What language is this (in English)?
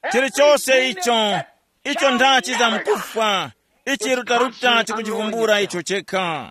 Tumbuka